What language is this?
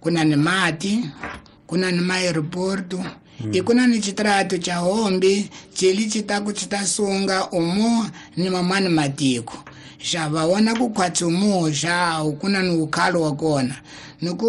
Tsonga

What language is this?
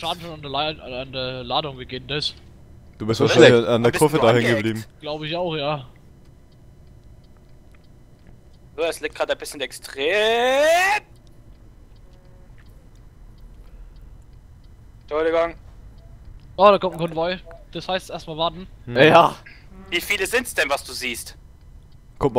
German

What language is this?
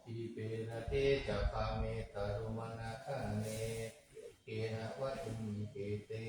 Pali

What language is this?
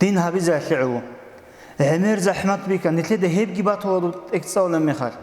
Avaric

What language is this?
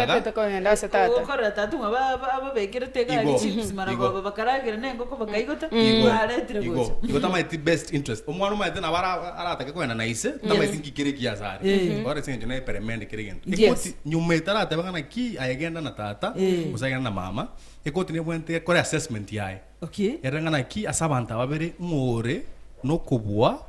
Gusii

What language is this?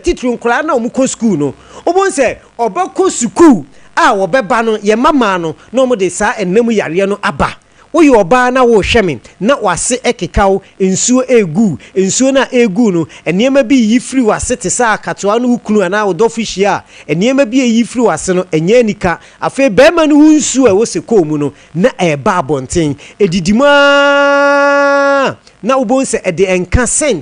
Akan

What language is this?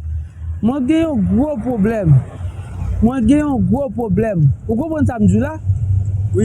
Haitian Creole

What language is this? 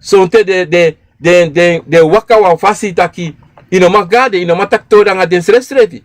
Sranan Tongo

